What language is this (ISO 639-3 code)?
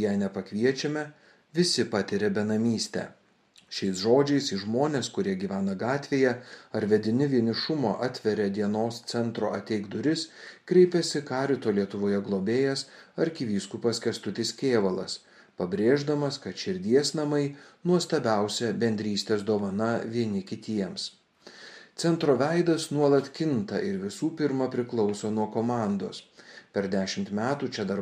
lit